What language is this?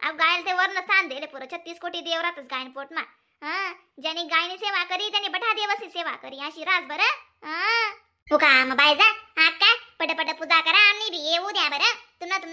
Khandesi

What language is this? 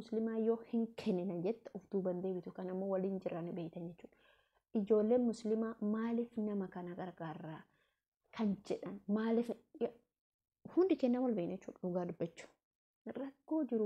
Oromo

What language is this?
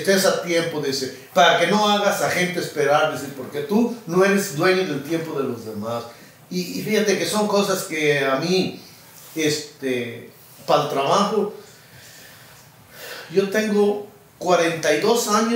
Spanish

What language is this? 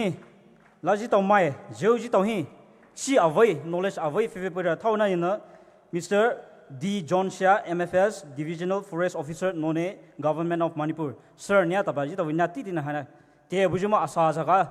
Poumei Naga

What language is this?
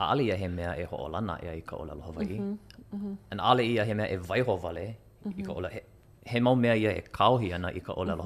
Hawaiian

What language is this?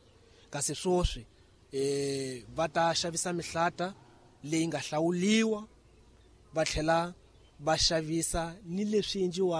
Tsonga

